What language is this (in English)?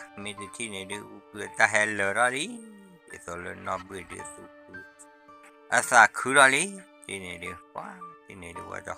S'gaw Karen